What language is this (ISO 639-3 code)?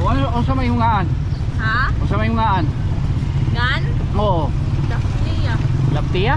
war